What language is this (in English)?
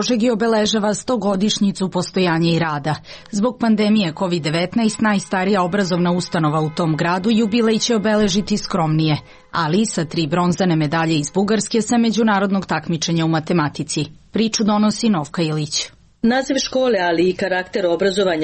Serbian